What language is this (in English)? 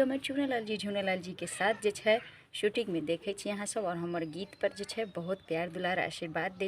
Maithili